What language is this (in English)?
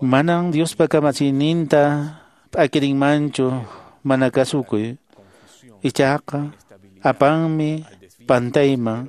Quechua